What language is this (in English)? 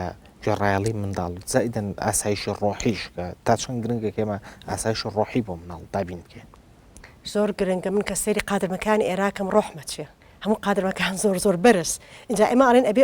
Central Kurdish